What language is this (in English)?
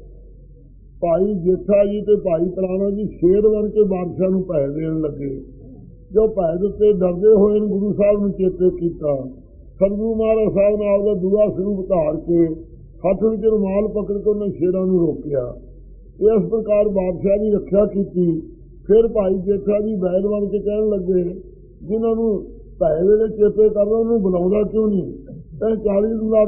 Punjabi